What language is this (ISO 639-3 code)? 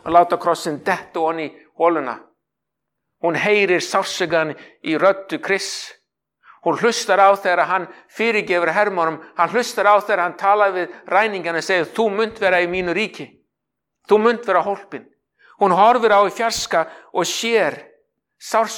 isl